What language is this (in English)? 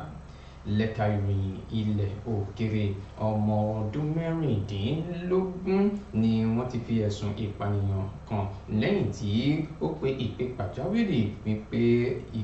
Yoruba